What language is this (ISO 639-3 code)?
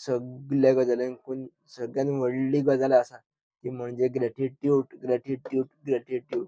kok